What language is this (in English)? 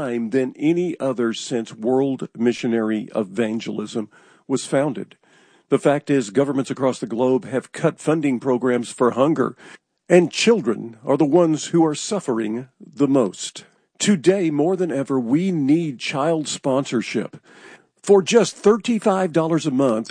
English